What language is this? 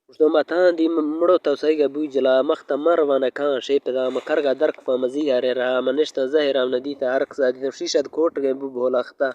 Baluchi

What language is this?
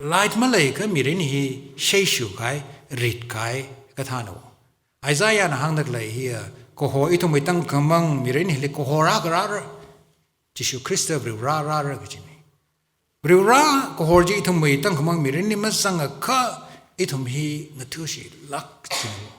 Tangkhul Naga (India)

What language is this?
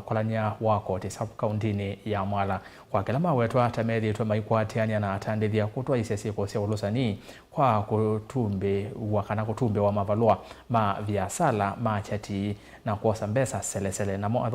Kamba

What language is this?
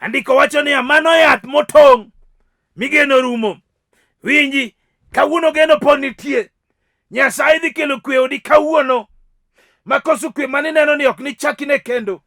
Luo (Kenya and Tanzania)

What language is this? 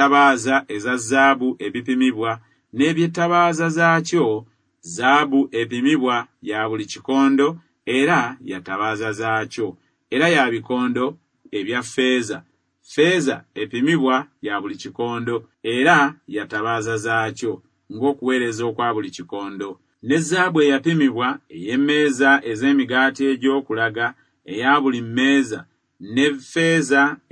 Ganda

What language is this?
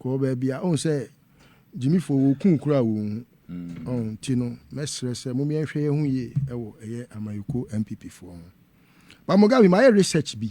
Akan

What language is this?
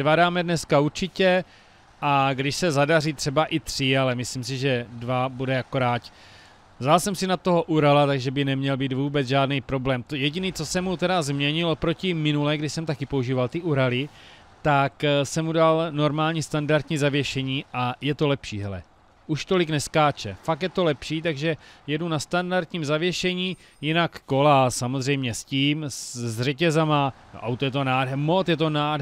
Czech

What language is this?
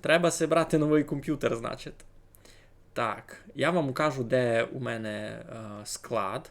Rusyn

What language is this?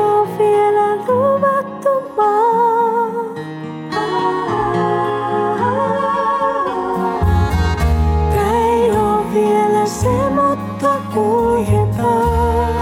Finnish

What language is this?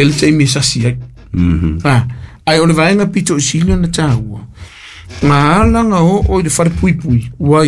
Samoan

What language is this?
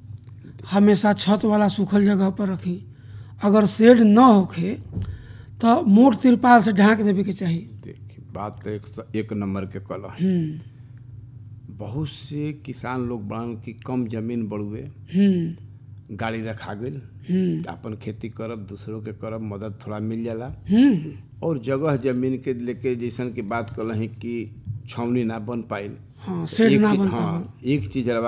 Bhojpuri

